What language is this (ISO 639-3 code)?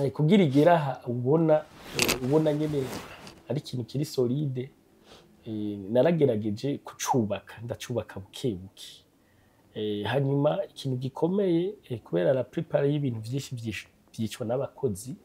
run